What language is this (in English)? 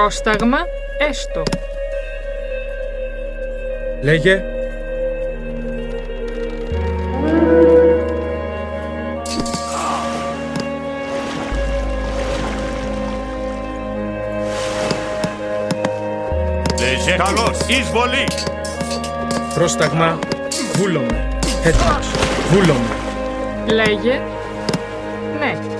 Greek